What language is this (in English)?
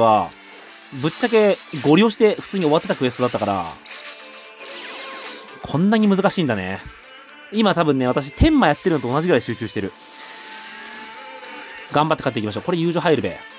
Japanese